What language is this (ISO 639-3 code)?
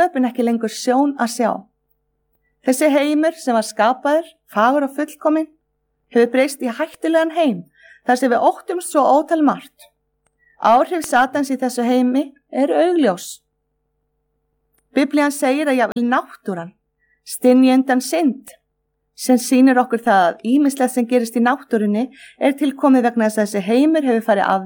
isl